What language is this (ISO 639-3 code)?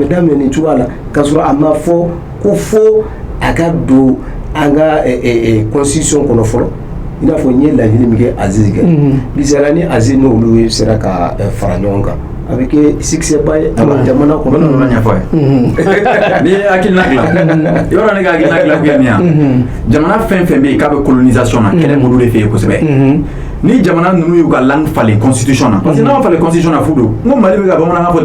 bam